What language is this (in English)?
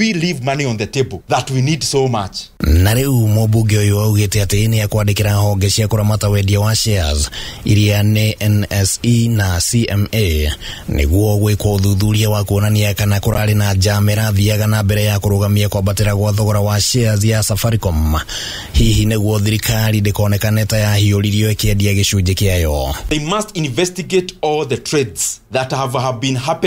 Kikuyu